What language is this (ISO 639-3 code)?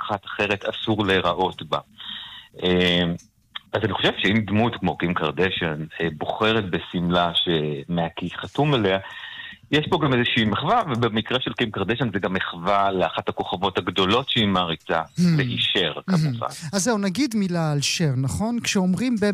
heb